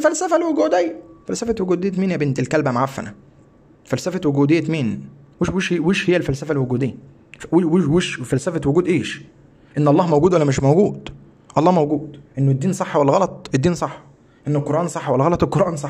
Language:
Egyptian Arabic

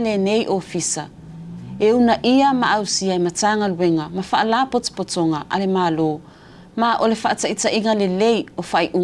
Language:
Samoan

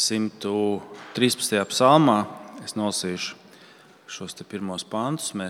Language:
Latvian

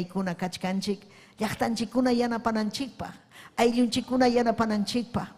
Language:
Ayacucho Quechua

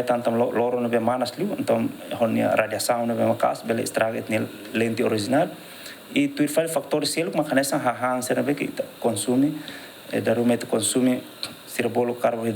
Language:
Tetum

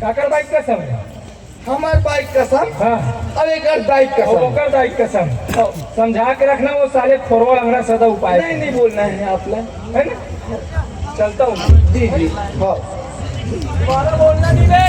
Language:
Chhattisgarhi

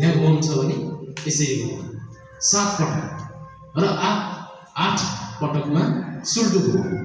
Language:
Nepali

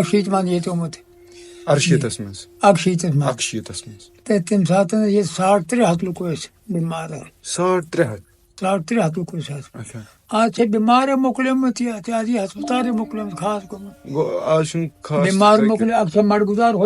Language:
Kashmiri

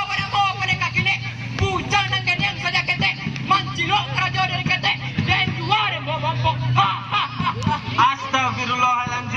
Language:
Minangkabau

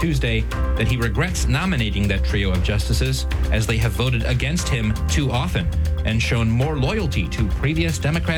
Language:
English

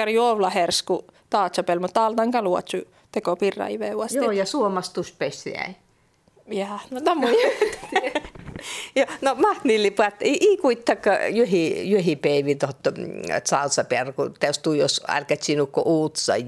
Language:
Finnish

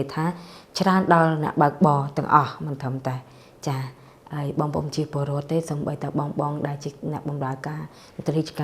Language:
Khmer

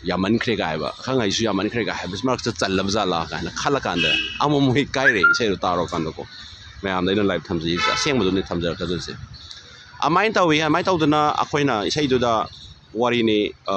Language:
Manipuri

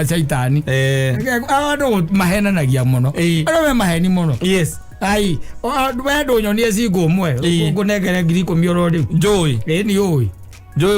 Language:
Kikuyu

